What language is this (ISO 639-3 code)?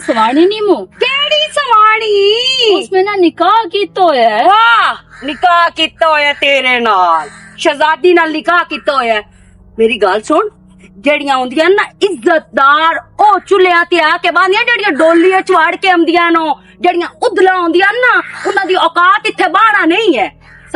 lah